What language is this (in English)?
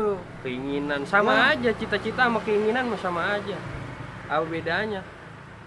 Betawi